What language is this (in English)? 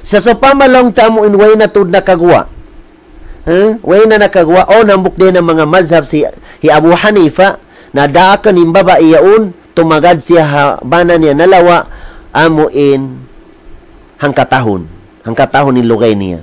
Tausug